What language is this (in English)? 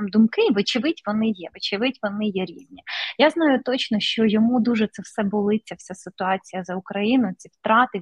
Ukrainian